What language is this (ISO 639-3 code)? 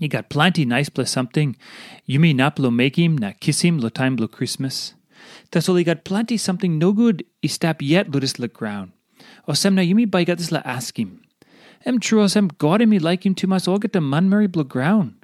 tpi